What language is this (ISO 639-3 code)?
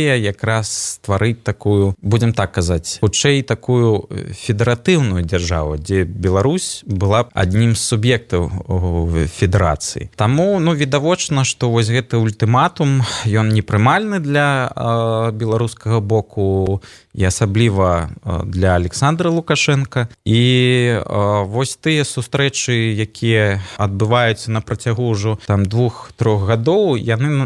bel